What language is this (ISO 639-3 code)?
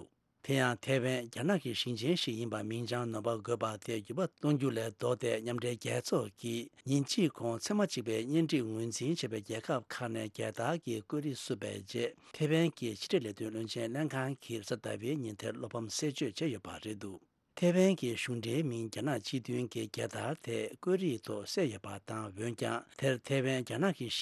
bod